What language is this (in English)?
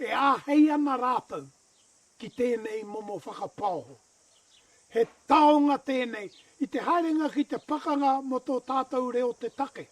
Māori